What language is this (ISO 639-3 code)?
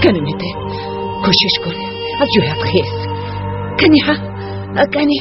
tgk